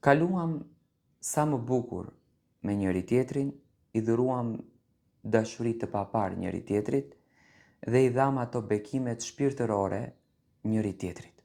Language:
Albanian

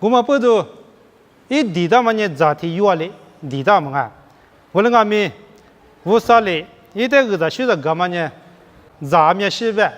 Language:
Lisu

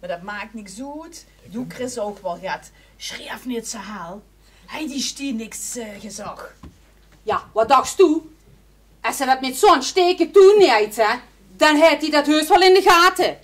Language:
Limburgish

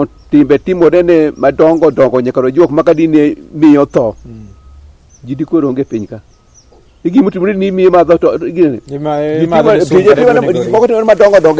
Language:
Luo (Kenya and Tanzania)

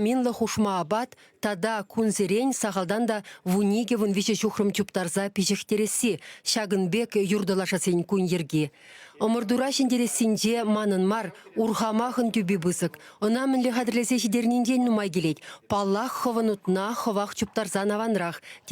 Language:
Chuvash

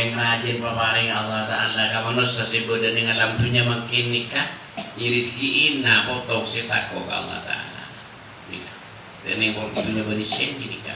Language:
Madurese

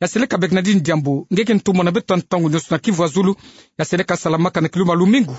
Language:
Kituba (Democratic Republic of Congo)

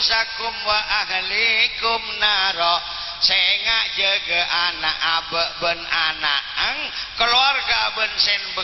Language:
Madurese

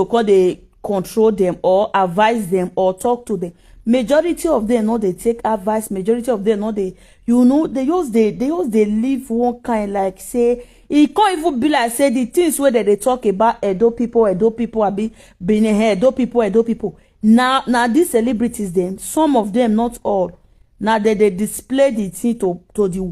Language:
Nigerian Pidgin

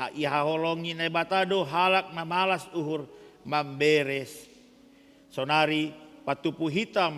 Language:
Batak Simalungun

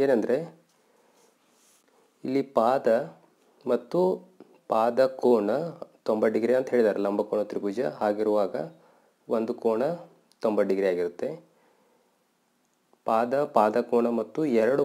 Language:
Kannada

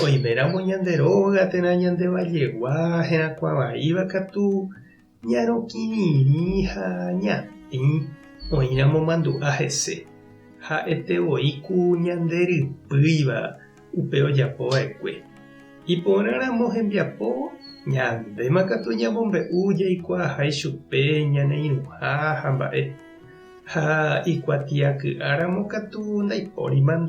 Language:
Guarani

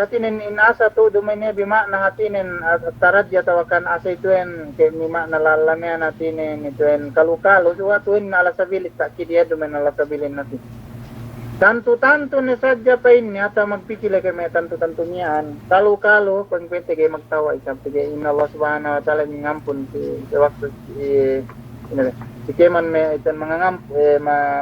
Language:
Yakan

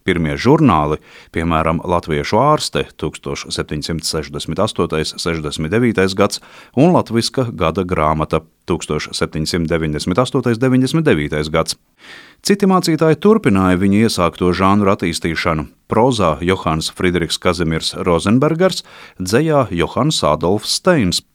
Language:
Latvian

